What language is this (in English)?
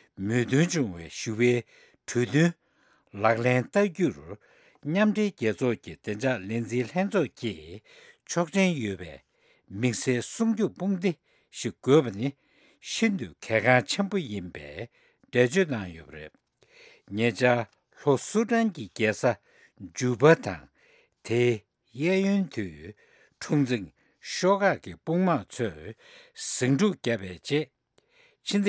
Tibetan